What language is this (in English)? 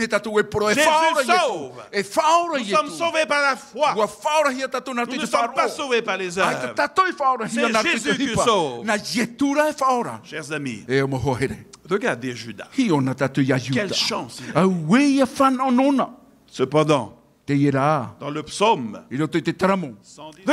Tahitian